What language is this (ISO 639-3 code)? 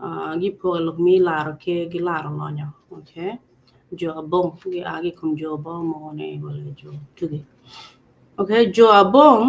ach